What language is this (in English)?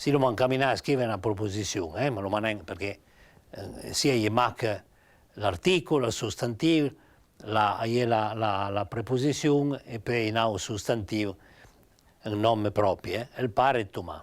Piedmontese